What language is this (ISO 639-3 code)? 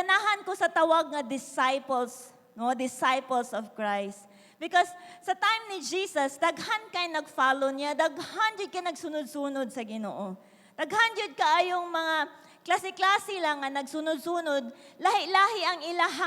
ceb